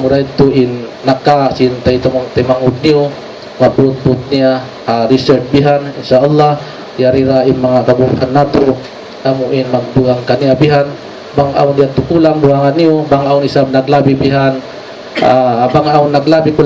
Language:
Tausug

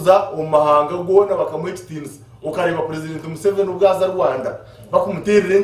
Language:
Nyankole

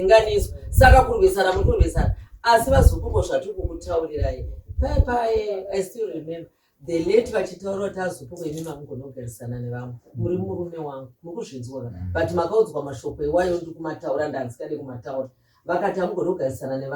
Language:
Shona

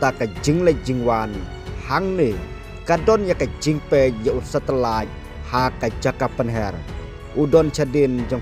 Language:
Khasi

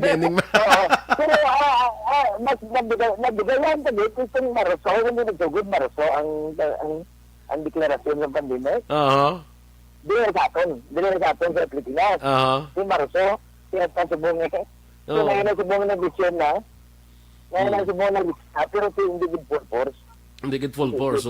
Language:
Hiligaynon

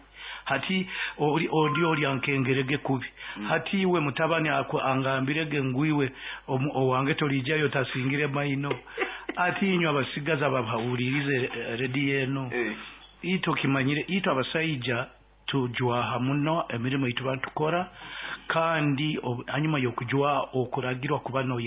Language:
Nyankole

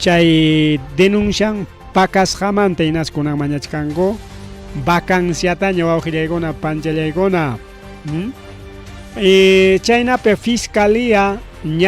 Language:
Ayacucho Quechua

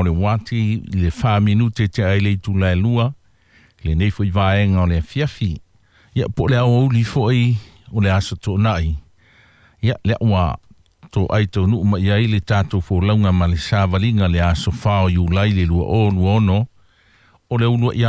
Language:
Samoan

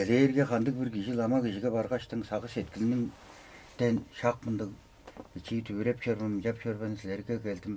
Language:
Tuvinian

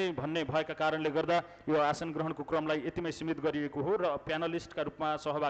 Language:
Nepali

